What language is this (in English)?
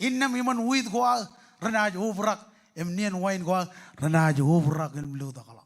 Marshallese